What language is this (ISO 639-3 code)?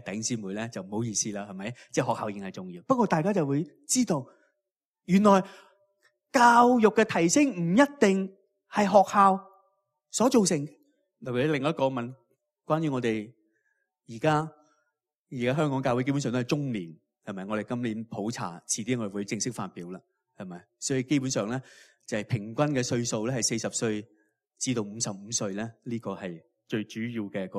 yue